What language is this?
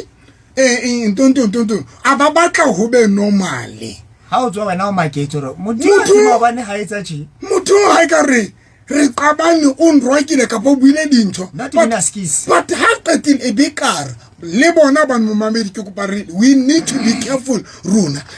Southern Sotho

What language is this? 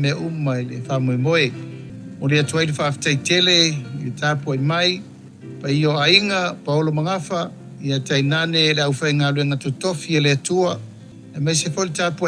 Samoan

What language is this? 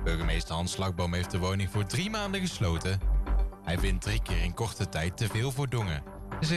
Dutch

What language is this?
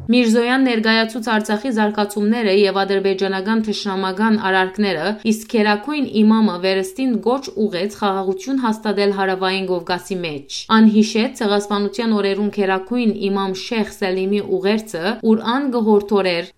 Western Armenian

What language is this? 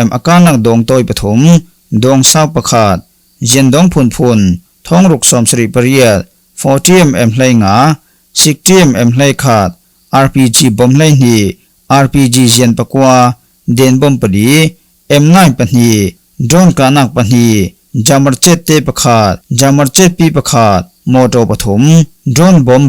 Falam Chin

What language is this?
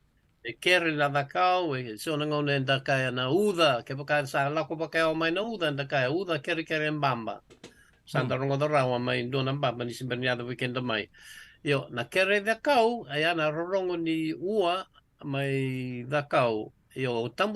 Fijian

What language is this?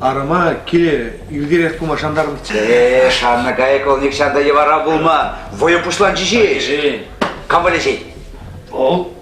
Chuvash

